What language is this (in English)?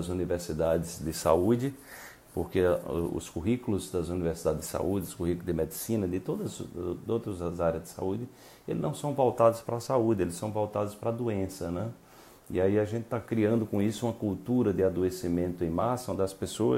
Portuguese